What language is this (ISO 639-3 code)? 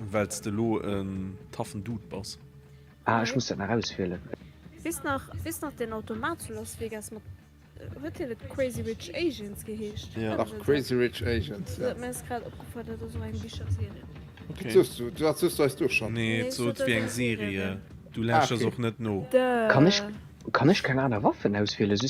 ltz